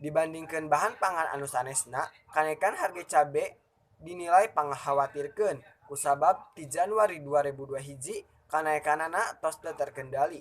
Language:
Sundanese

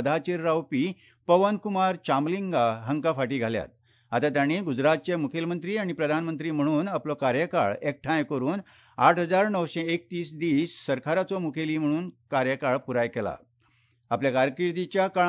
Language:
Konkani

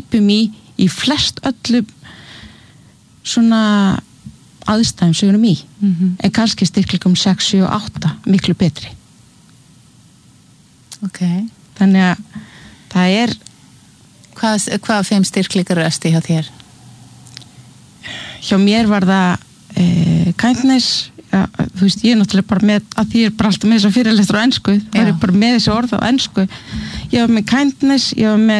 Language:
Icelandic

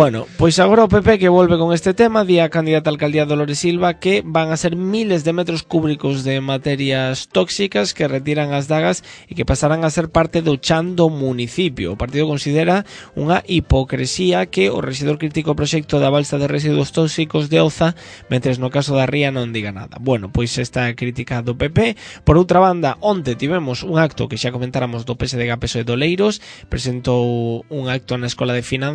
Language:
Galician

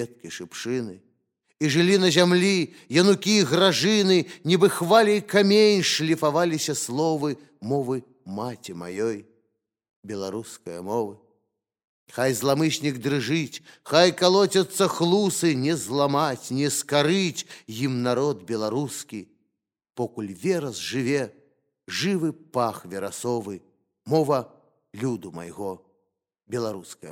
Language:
Belarusian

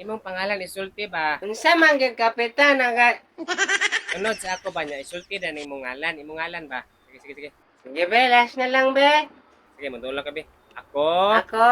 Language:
Cebuano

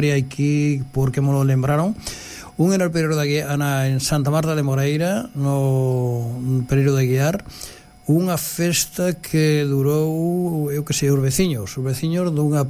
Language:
Galician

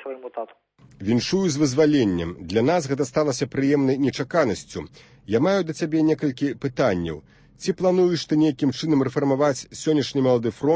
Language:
Belarusian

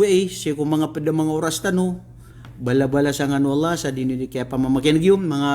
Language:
Maranao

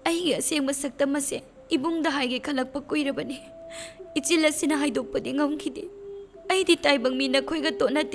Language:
Manipuri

